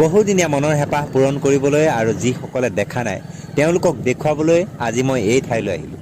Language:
Assamese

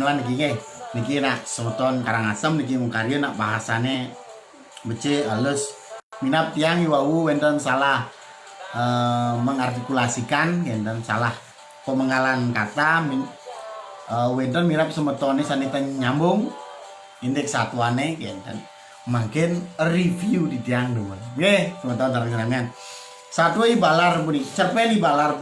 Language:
Balinese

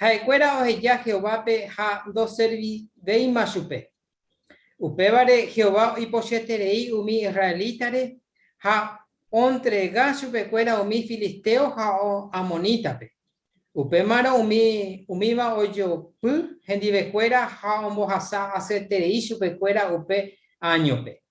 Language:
Guarani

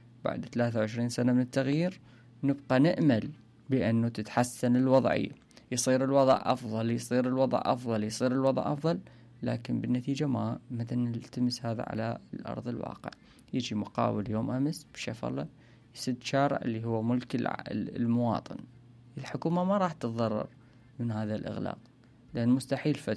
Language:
Mesopotamian Arabic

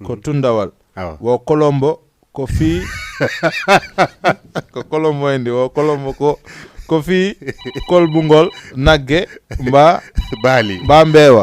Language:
Fula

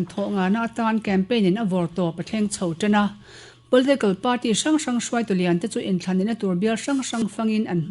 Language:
Mizo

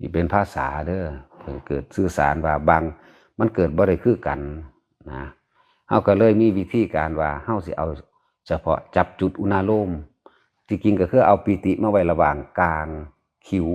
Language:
Northeastern Thai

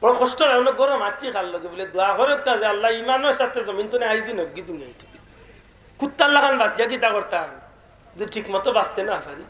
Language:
Sylheti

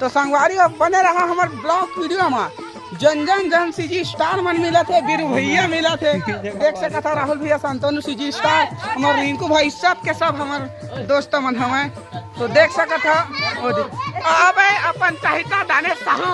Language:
Chhattisgarhi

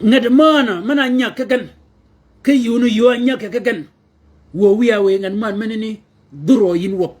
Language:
Shilluk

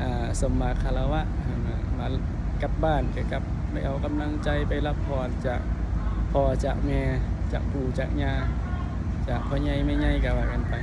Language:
Northeastern Thai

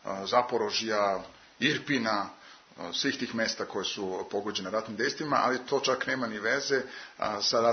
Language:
Serbian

